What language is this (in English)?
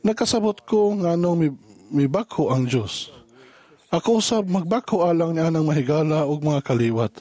Cebuano